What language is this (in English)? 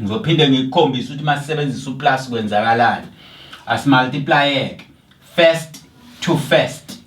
Zulu